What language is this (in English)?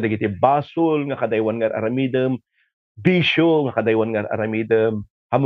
Iloko